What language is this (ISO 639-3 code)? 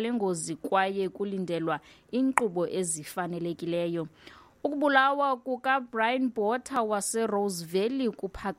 xho